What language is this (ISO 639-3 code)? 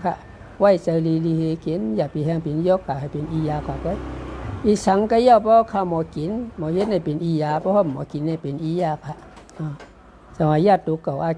shn